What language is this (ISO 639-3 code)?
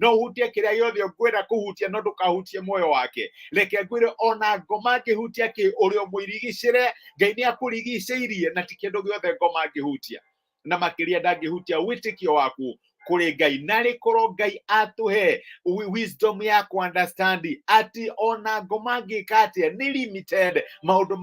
kik